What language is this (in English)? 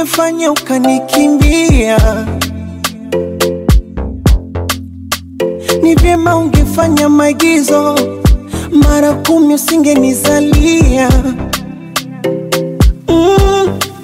Swahili